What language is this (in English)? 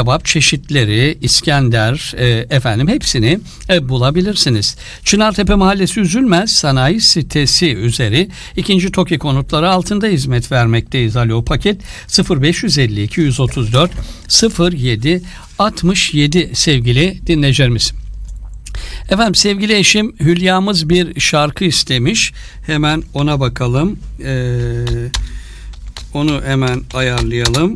Turkish